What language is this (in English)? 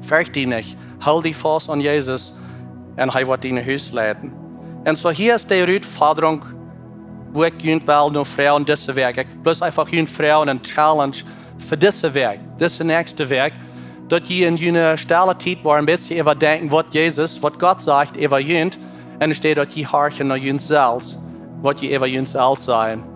Plautdietsch